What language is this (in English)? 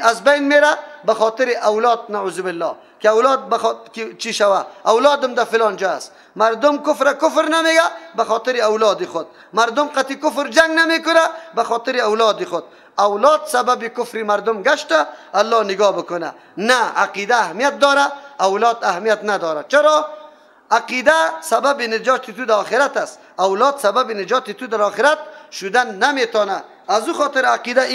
Persian